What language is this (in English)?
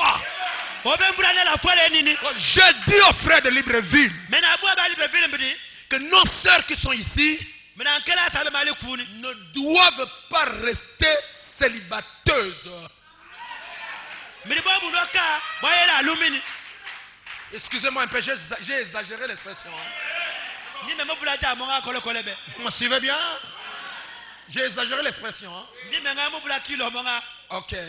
French